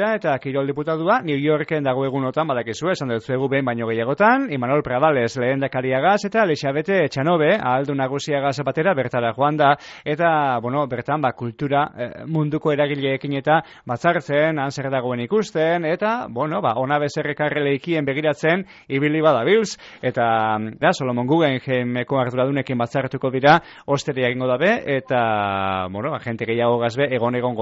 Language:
Basque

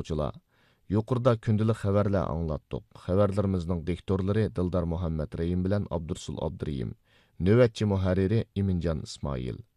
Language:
Uyghur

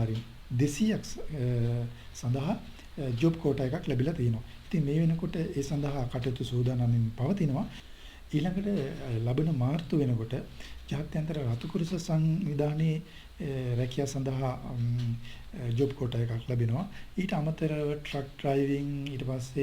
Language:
Sinhala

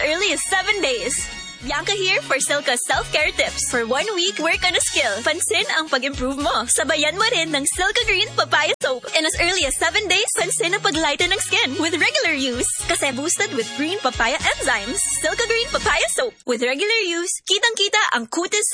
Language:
Filipino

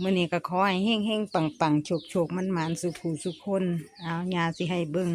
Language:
Northeastern Thai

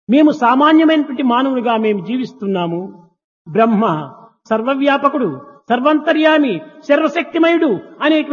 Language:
Telugu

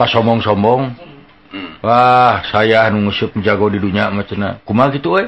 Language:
Sundanese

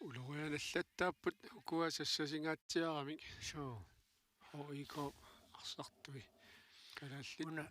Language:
Kalaallisut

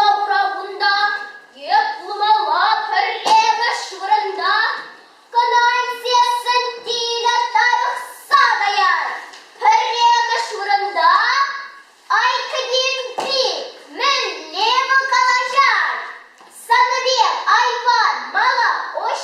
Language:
Chuvash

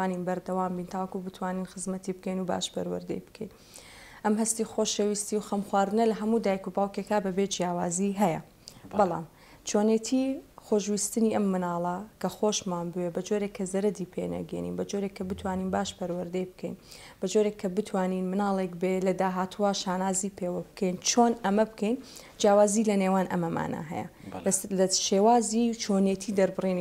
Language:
Central Kurdish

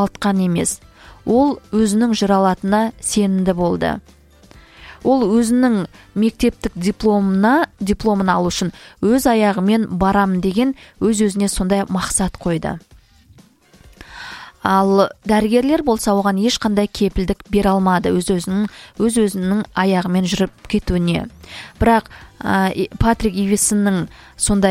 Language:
Kazakh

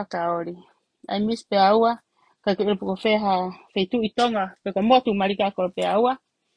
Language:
Tongan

